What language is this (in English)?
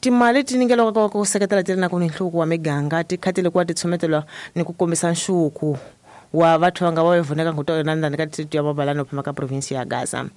Tsonga